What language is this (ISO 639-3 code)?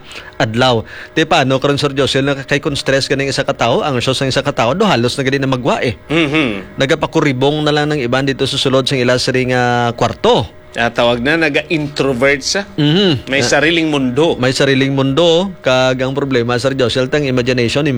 hil